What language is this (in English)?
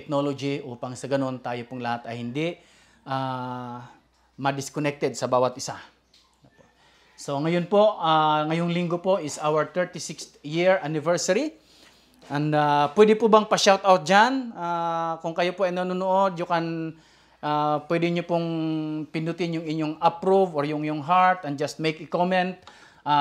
Filipino